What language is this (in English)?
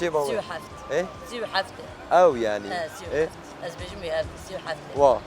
Kurdish